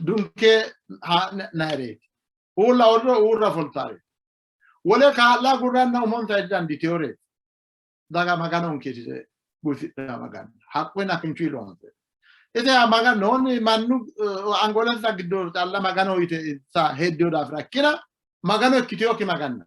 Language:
Sidamo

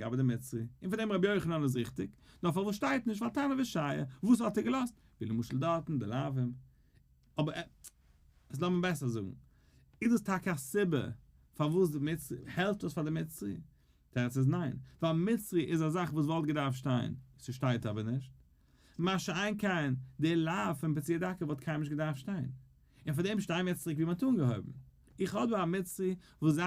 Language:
Yiddish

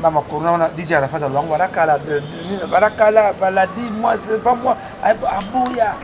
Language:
Lingala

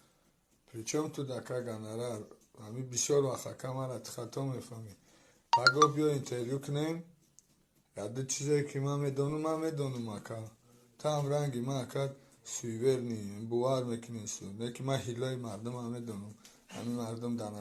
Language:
Tajik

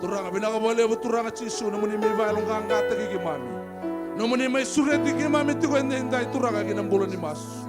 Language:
Fijian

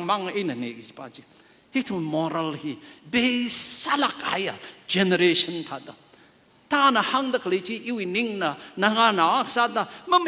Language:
Tangkhul Naga (India)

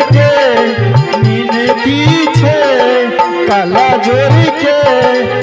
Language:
Angika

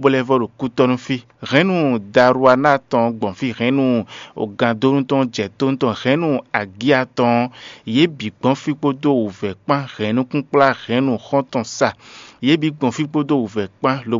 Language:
Fon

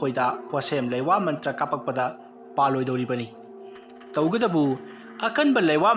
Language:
Manipuri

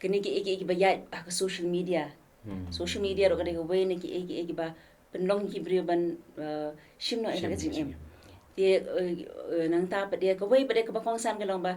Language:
Khasi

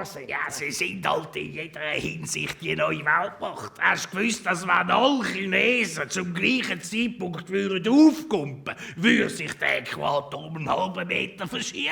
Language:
Swiss German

